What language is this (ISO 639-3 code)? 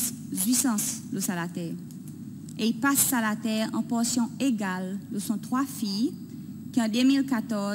crs